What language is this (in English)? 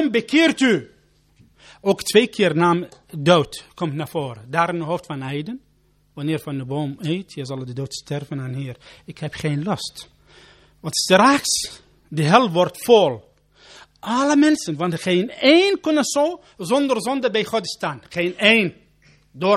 Dutch